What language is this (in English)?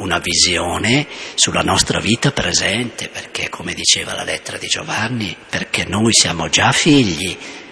Italian